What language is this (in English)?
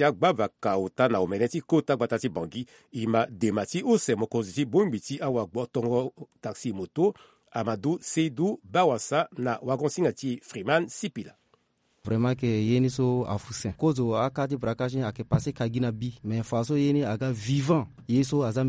Sango